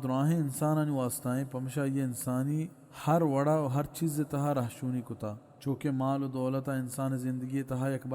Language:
Baluchi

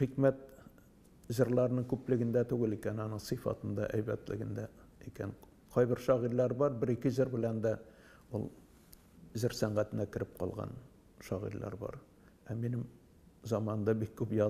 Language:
Tatar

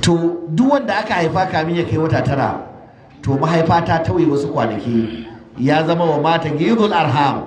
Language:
Hausa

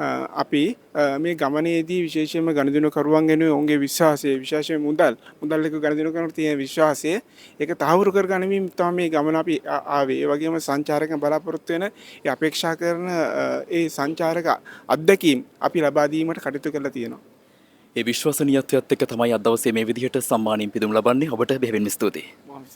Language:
Sinhala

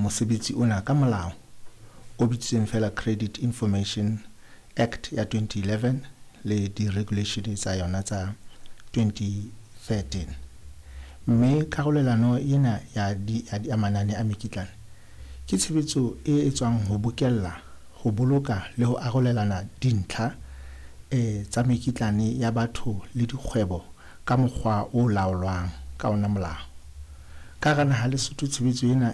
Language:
Southern Sotho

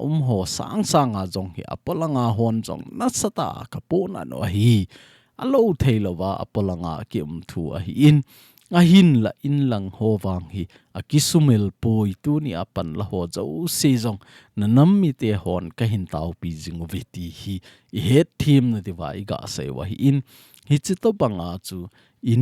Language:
Thado Chin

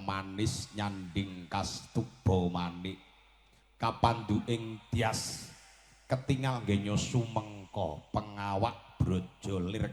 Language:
Javanese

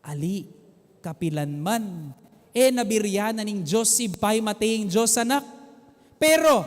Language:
Pampanga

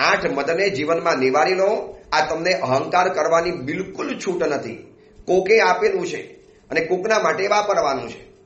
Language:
Gujarati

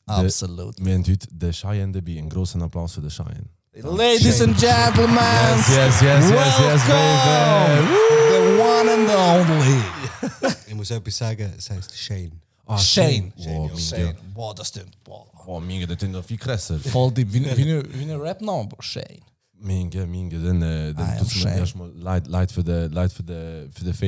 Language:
Swiss German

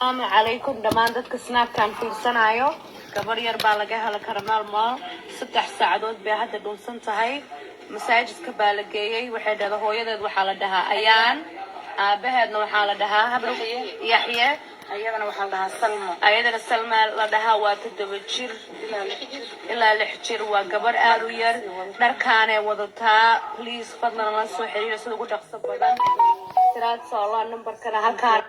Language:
Somali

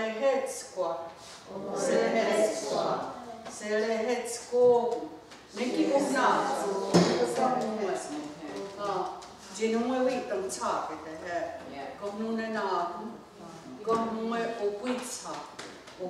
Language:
Mohawk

